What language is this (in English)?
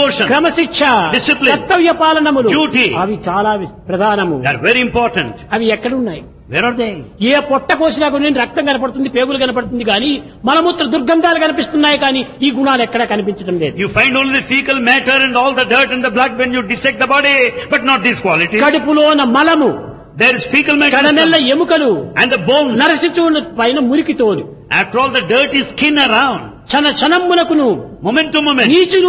Telugu